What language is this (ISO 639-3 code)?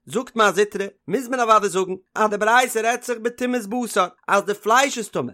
yid